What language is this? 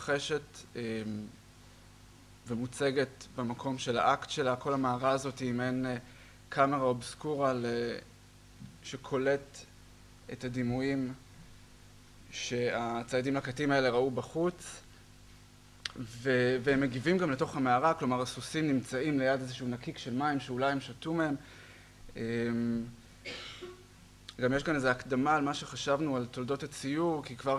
Hebrew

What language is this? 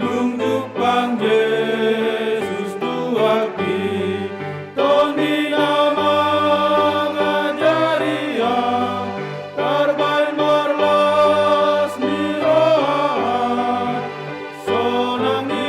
Batak Toba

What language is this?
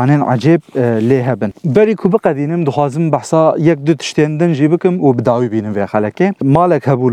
Kurdish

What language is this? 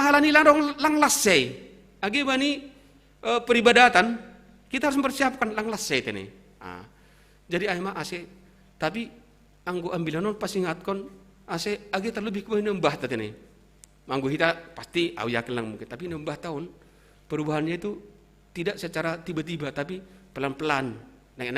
Batak Simalungun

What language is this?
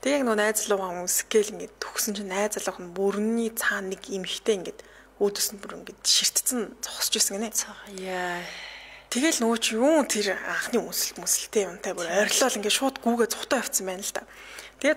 Mongolian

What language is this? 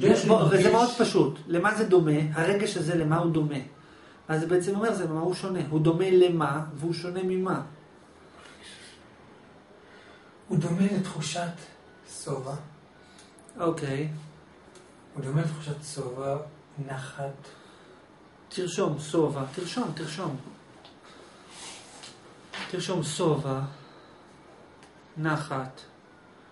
Hebrew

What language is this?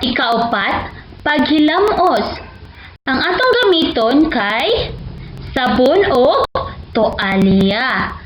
Cebuano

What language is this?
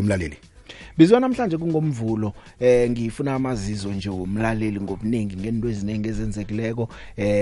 South Ndebele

